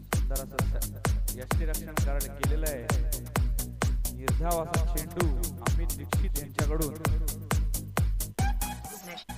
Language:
Marathi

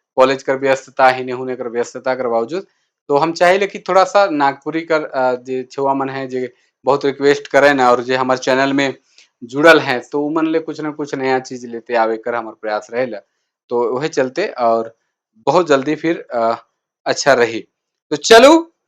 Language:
Sadri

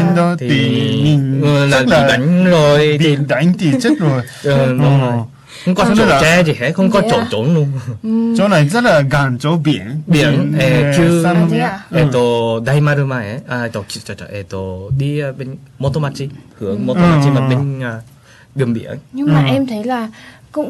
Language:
Vietnamese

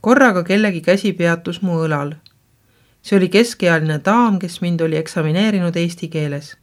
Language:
Estonian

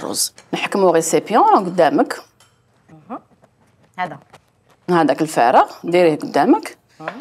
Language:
Algerian Arabic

